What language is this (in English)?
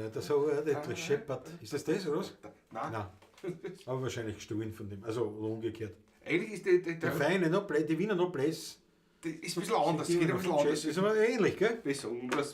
Bavarian